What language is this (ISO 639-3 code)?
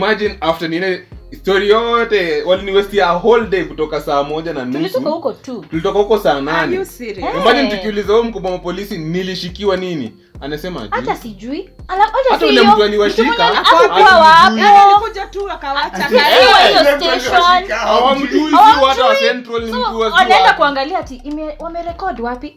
swa